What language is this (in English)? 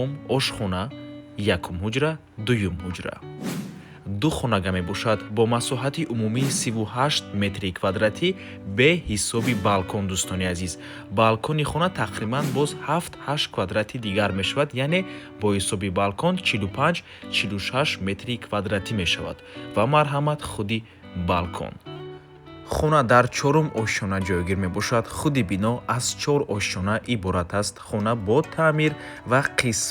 Tajik